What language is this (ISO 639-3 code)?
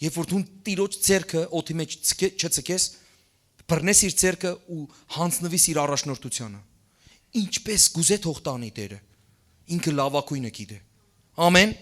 hyw